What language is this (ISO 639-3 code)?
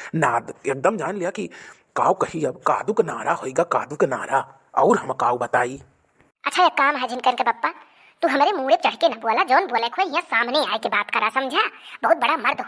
awa